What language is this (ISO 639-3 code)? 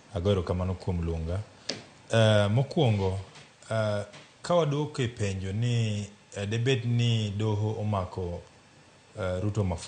luo